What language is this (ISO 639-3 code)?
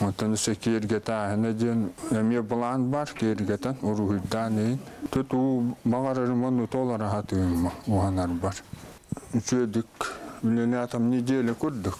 sah